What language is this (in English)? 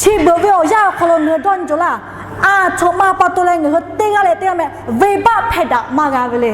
Lahu